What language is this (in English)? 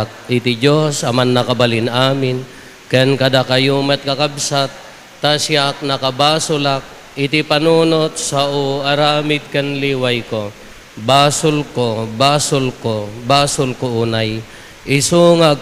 Iloko